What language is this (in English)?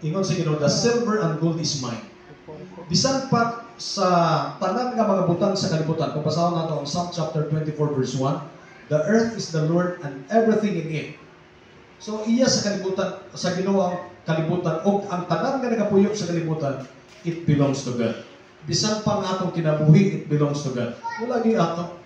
Cebuano